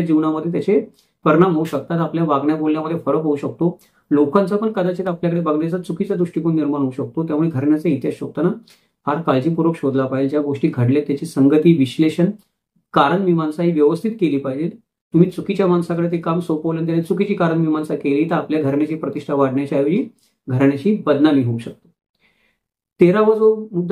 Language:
Marathi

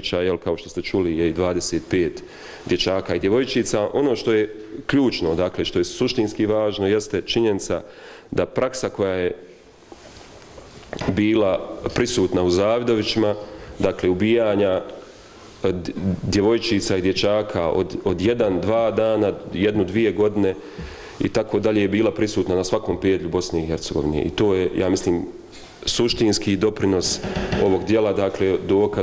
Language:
Bosnian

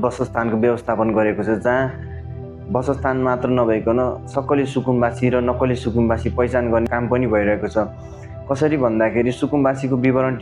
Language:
Nepali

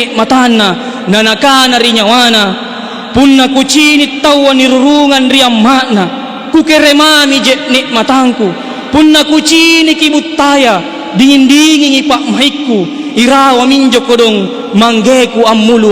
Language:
Makasar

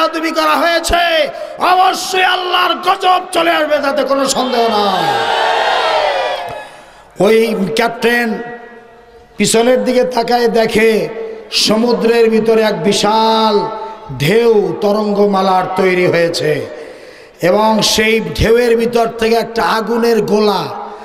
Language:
Bangla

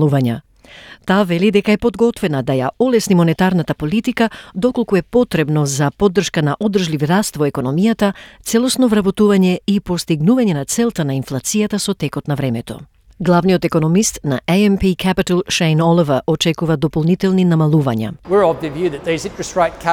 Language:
Macedonian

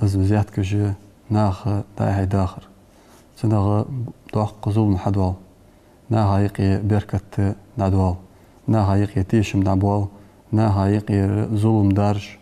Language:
Ingush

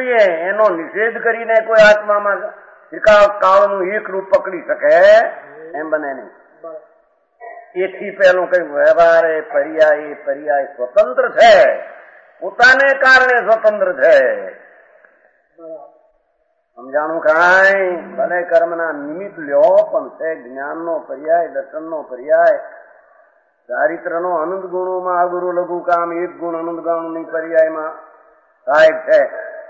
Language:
Gujarati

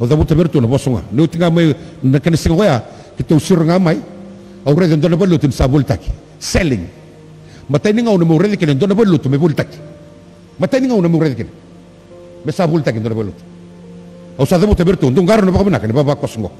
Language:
Fijian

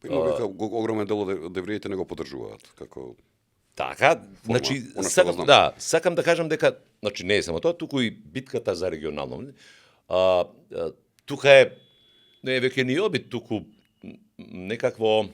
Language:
Macedonian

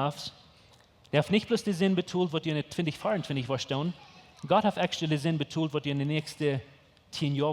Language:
Plautdietsch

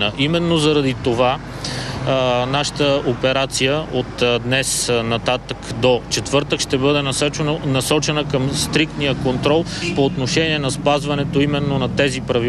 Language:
Bulgarian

